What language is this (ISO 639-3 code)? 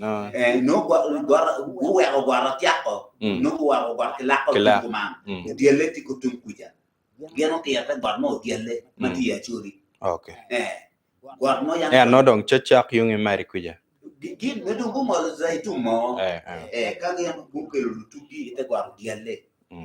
ach